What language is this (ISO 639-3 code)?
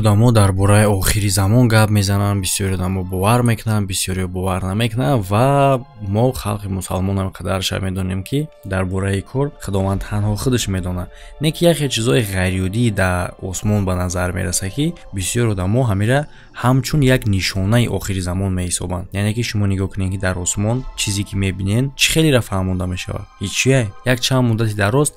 tgk